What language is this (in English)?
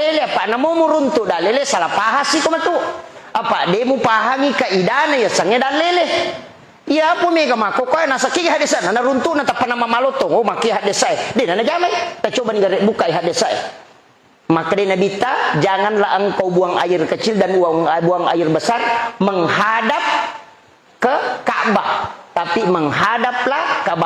Buginese